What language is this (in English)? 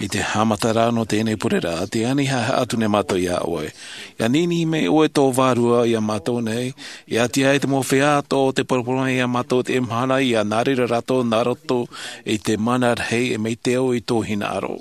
Tahitian